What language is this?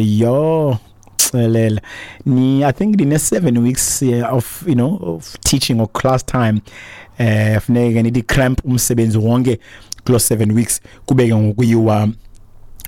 Xhosa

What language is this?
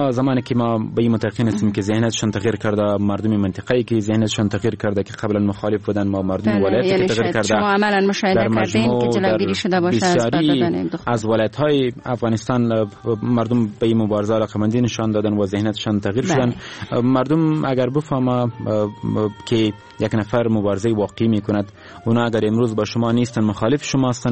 Persian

